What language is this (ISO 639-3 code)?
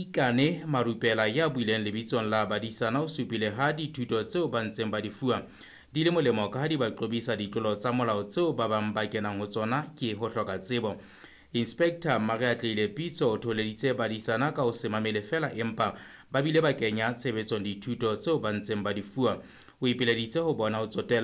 sot